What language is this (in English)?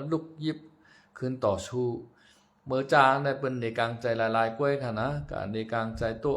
Shan